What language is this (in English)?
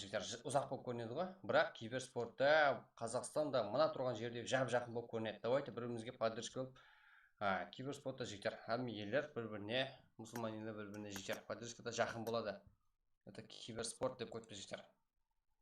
Kara-Kalpak